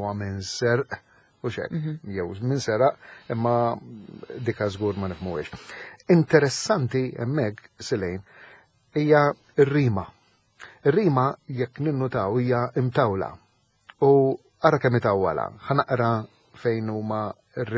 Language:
Maltese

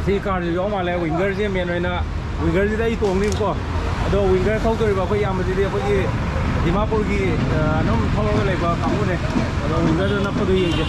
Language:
Manipuri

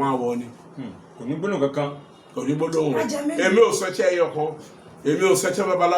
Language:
Yoruba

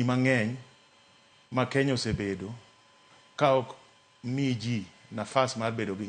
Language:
Luo (Kenya and Tanzania)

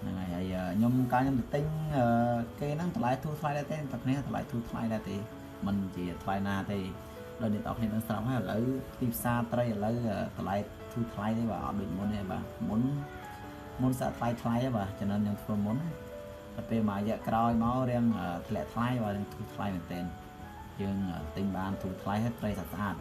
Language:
Khmer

